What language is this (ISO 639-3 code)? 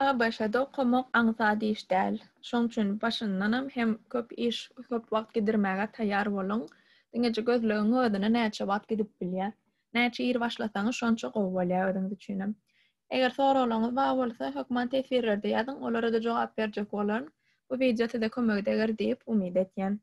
tuk